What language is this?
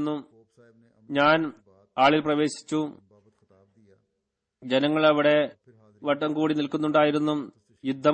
Malayalam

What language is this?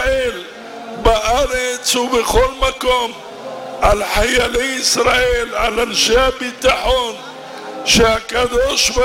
Hebrew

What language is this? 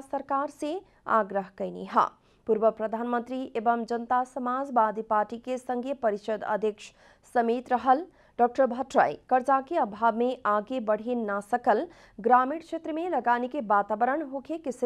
Bhojpuri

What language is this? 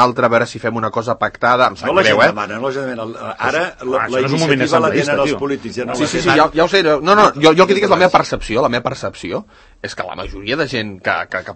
Catalan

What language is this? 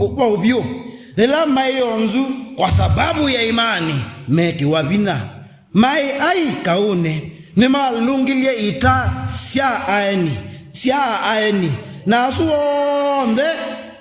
Kamba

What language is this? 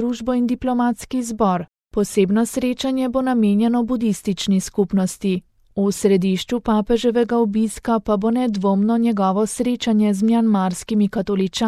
Slovenian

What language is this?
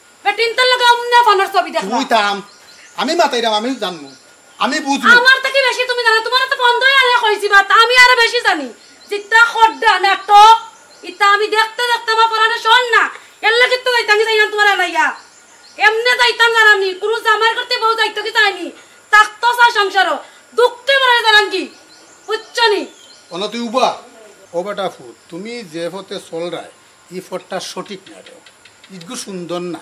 Sylheti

